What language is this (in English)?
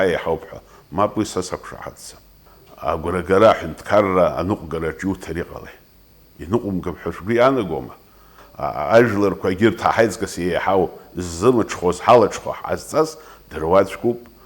Abkhazian